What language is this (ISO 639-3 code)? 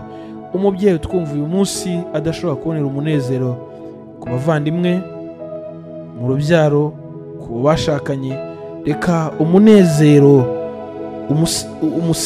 kin